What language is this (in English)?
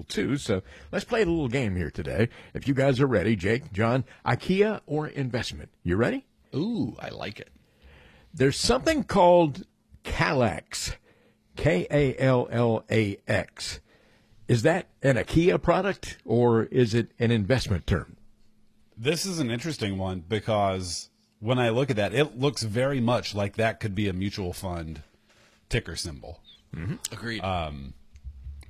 English